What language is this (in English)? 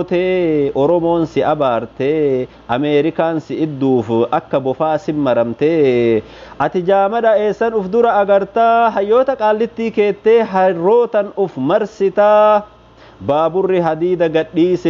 Oromo